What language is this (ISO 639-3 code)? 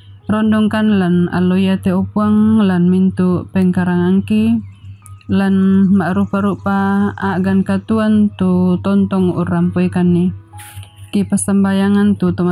sda